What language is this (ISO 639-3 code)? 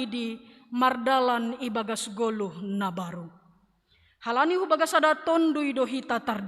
bts